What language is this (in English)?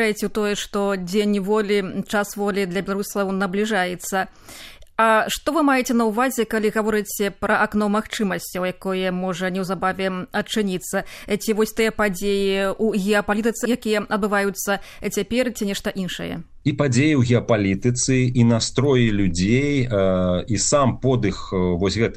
Belarusian